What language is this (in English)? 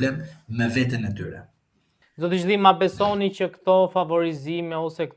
Albanian